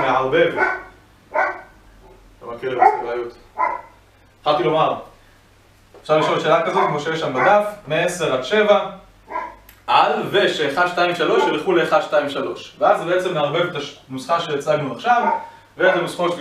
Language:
Hebrew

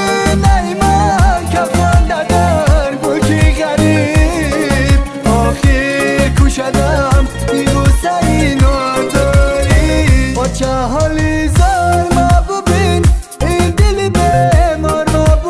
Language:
Tajik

